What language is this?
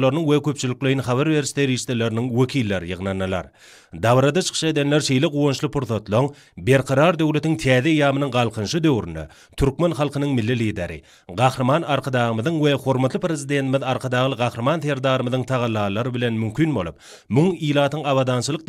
Turkmen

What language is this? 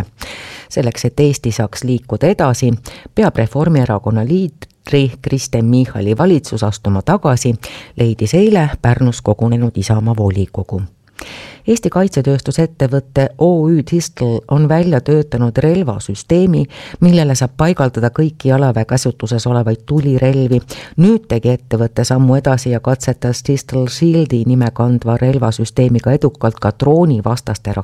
Estonian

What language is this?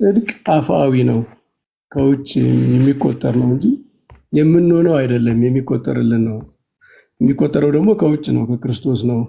Amharic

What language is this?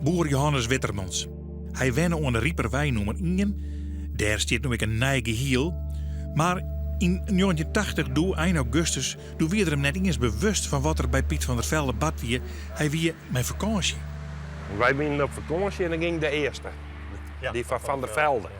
Western Frisian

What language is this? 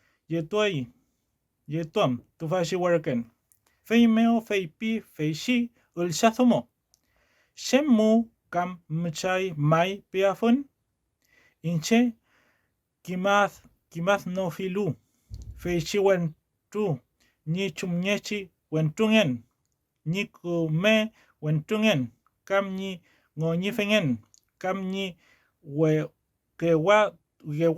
Mapuche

